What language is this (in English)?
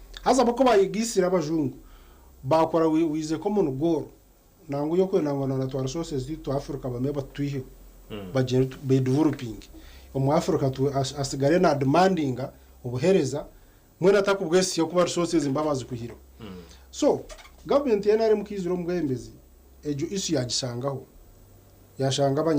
Nyankole